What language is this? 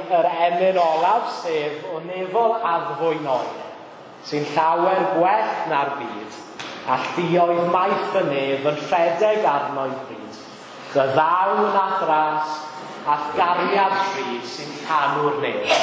Welsh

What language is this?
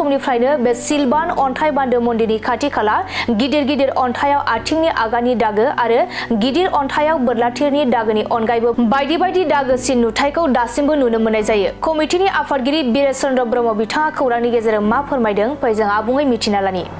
Bodo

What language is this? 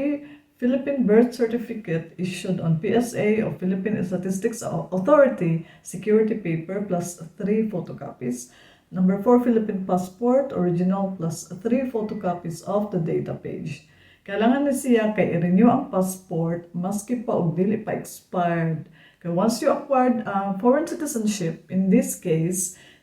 Cebuano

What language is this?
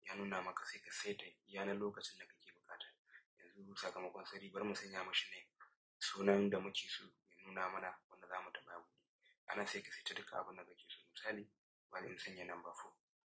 Hausa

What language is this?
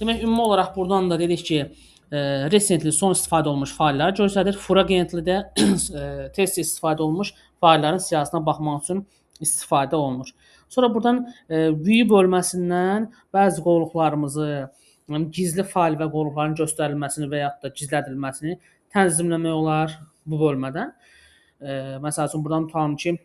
Azerbaijani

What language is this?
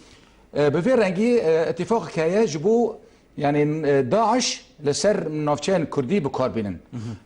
Kurdish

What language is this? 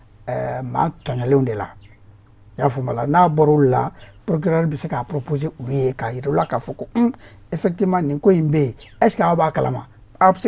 Bambara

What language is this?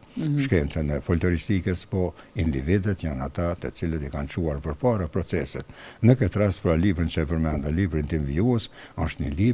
Albanian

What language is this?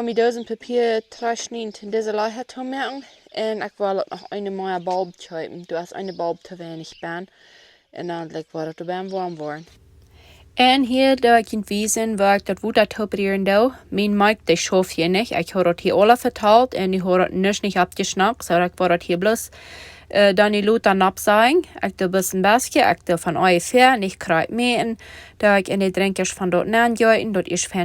Plautdietsch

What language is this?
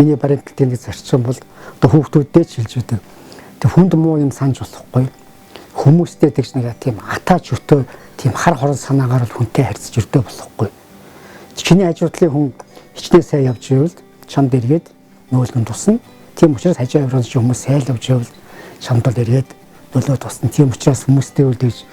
Mongolian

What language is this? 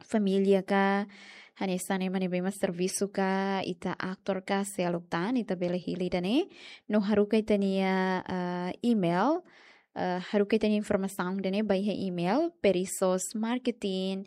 Tetum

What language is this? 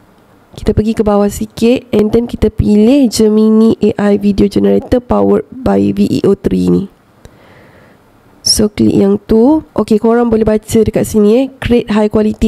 Malay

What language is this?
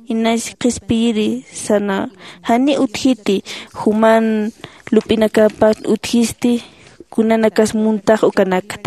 Aymara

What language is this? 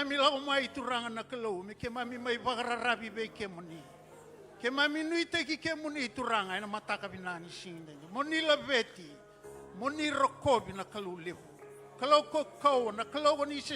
Fijian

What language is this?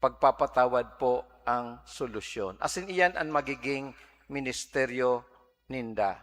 Bikol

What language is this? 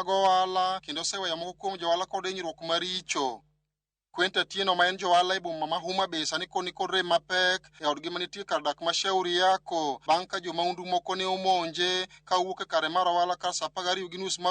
Luo (Kenya and Tanzania)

